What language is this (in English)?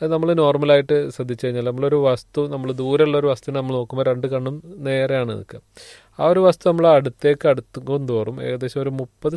Malayalam